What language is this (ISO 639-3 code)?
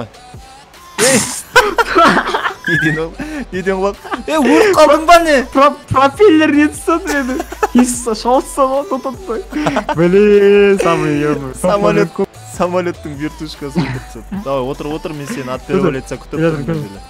kaz